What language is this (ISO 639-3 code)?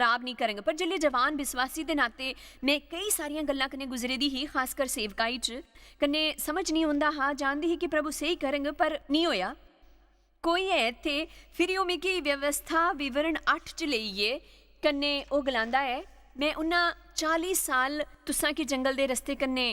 doi